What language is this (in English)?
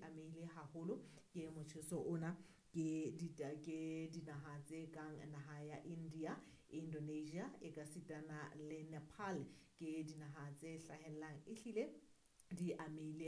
Southern Sotho